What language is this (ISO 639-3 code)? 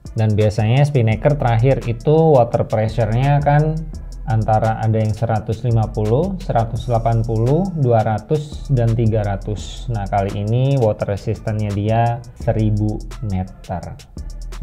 ind